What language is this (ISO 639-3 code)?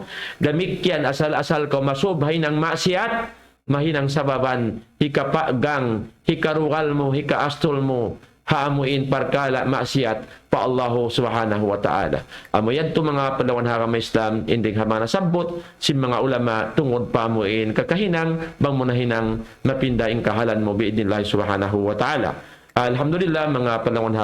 tsg